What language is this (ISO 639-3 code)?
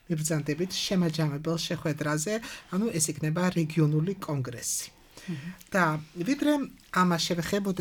kat